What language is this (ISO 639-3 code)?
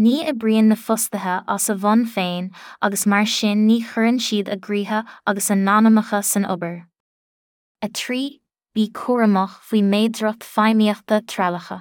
gle